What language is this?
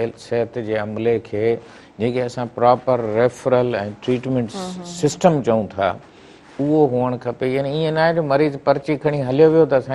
Sindhi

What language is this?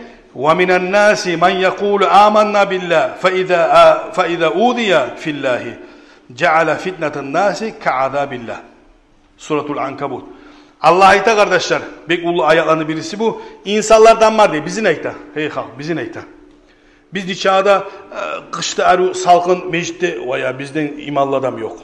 Kumyk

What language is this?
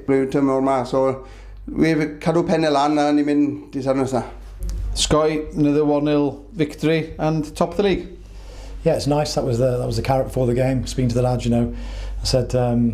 Welsh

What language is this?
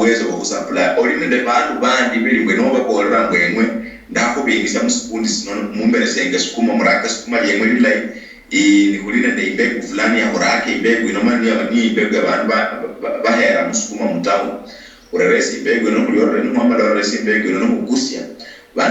Luyia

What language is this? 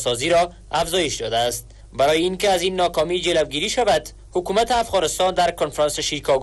Persian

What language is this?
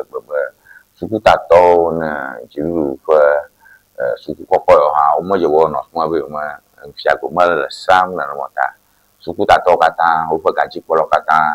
Ewe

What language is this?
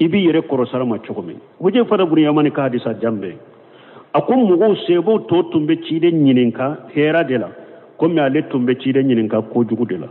Bambara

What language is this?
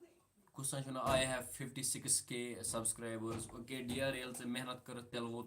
Kashmiri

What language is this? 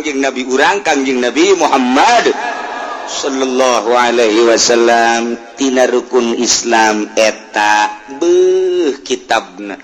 Sundanese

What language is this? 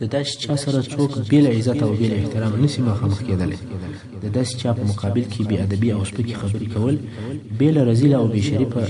Pashto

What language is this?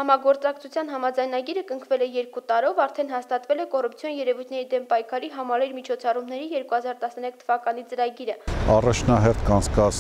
Armenian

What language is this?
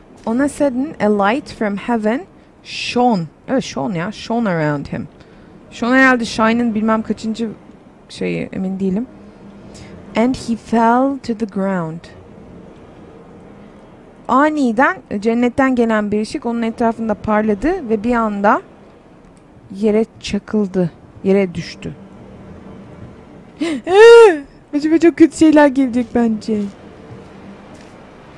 Turkish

